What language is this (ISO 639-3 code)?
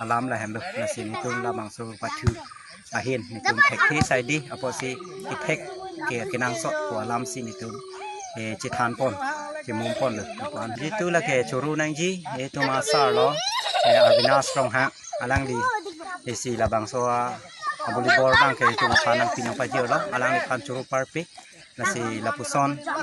mjw